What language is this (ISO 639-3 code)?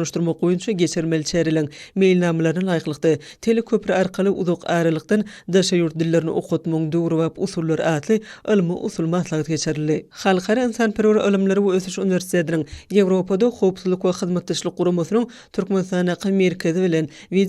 tuk